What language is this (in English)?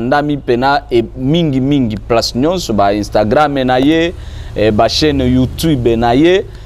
Lingala